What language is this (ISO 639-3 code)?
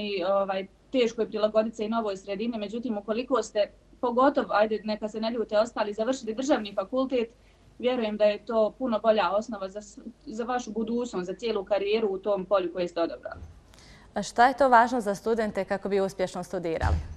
bos